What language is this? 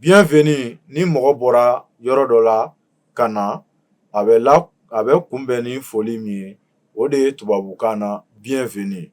Bambara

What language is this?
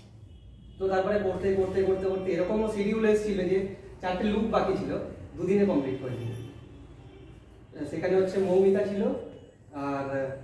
Bangla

